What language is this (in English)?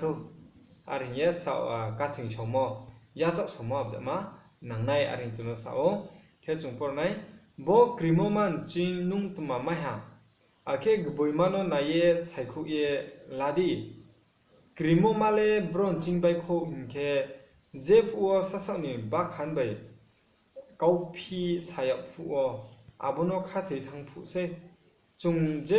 Riang (India)